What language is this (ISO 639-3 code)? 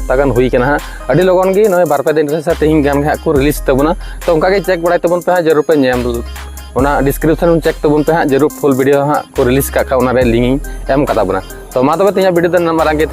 sat